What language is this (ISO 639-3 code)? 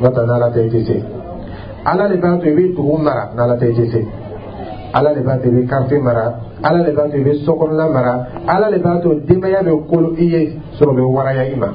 dyu